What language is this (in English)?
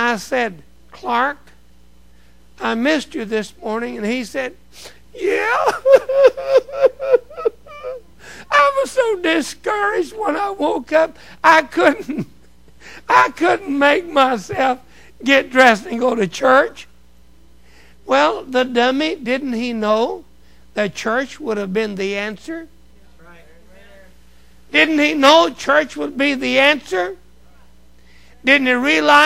English